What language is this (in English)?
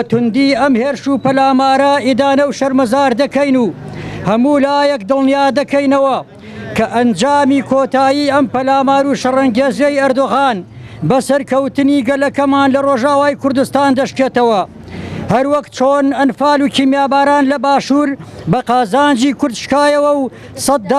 Central Kurdish